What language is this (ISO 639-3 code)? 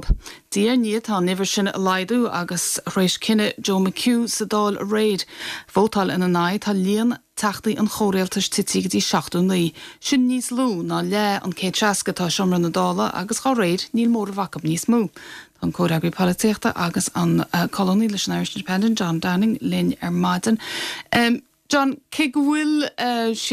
gle